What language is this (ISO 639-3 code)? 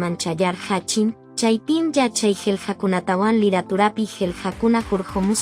que